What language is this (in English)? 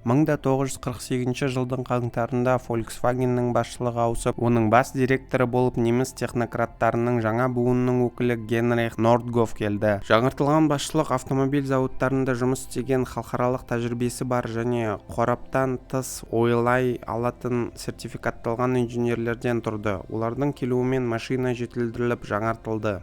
Kazakh